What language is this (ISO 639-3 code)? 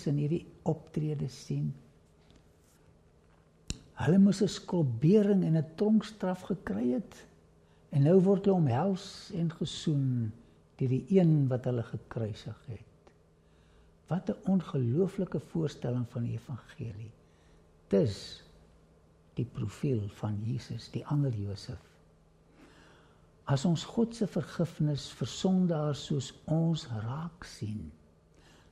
afr